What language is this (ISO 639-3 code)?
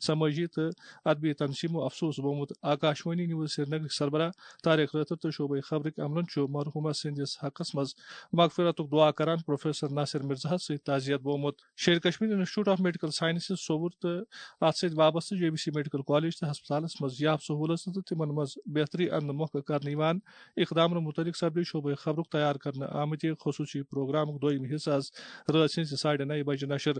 kas